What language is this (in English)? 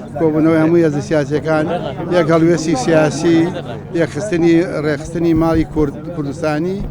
Central Kurdish